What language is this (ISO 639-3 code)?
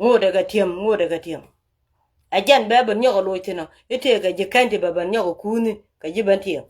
nus